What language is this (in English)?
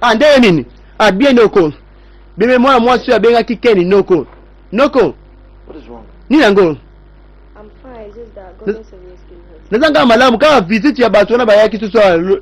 Lingala